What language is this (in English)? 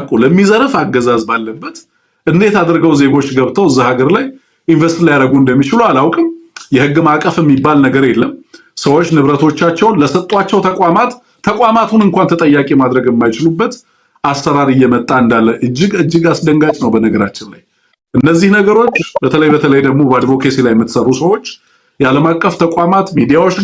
Amharic